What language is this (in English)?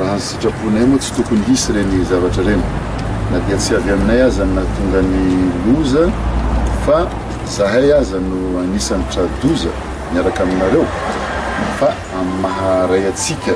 Malagasy